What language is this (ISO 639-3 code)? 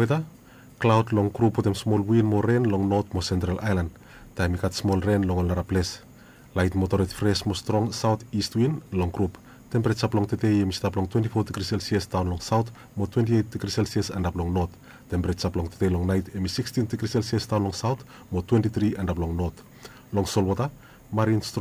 bis